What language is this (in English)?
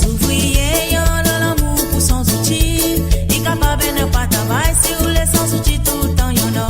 Morisyen